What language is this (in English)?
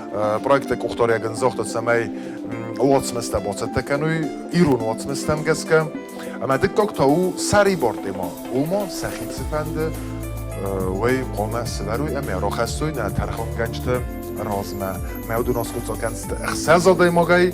Ossetic